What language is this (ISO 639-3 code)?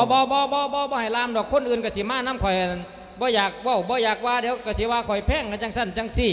lao